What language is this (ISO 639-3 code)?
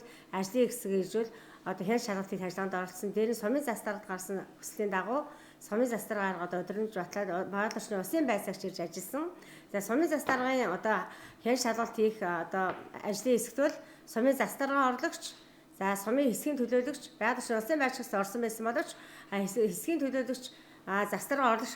mon